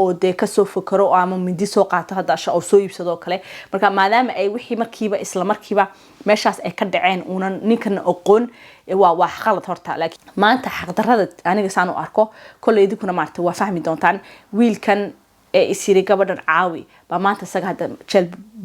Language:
Somali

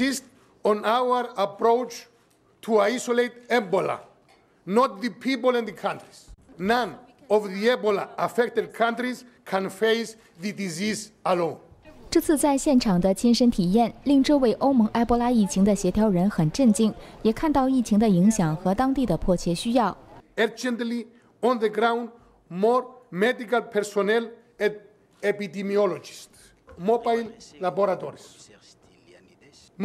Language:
Chinese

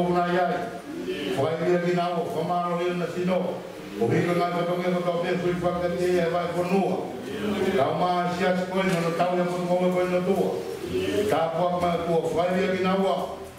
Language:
Tongan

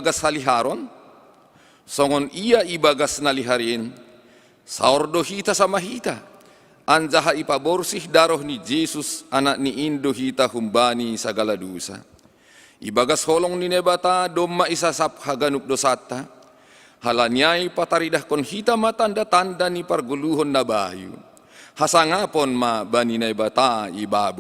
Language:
Batak Simalungun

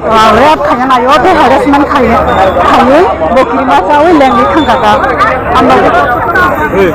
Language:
Kok Borok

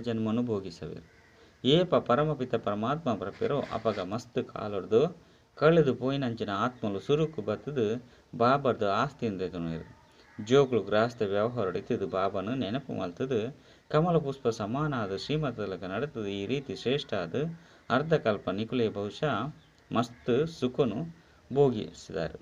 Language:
Tulu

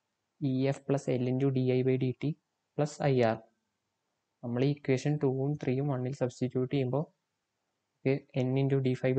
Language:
Malayalam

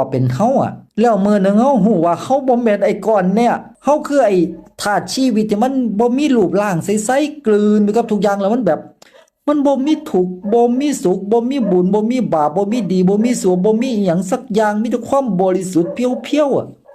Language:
Northeastern Thai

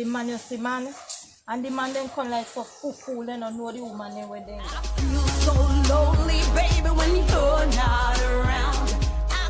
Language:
Jamaican Creole English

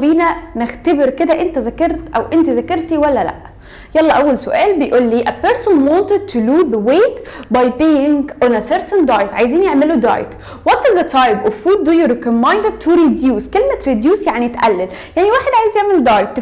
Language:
Egyptian Arabic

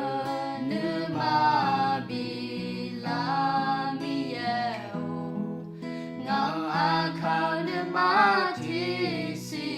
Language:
Akha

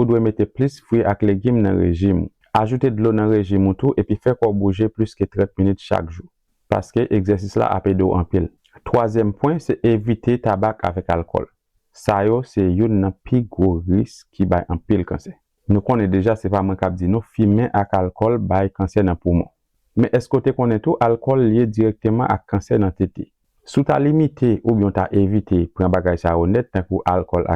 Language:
Haitian Creole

